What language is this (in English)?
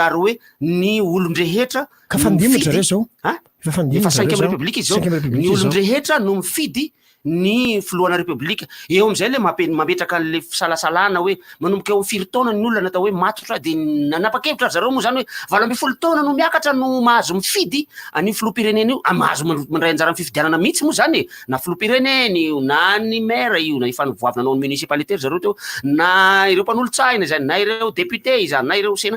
Malagasy